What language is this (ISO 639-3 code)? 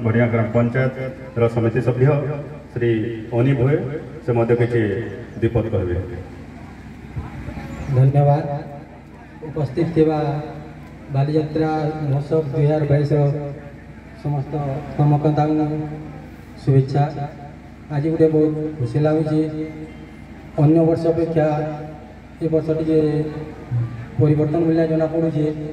ori